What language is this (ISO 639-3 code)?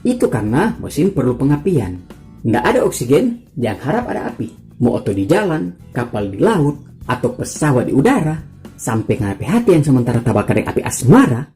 xmm